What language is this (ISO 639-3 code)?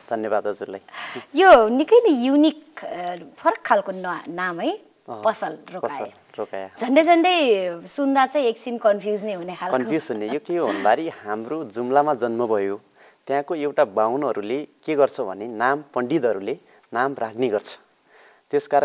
nep